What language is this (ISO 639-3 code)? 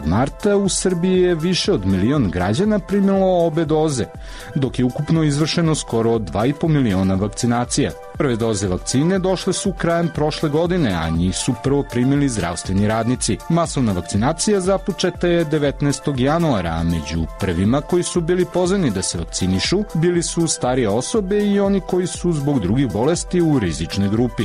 srp